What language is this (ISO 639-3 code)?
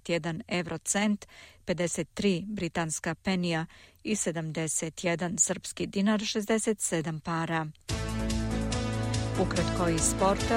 srp